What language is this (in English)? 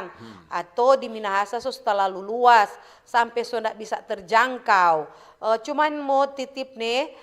Manado Malay